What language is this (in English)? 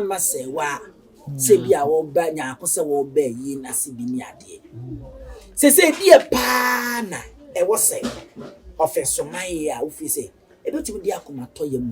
Akan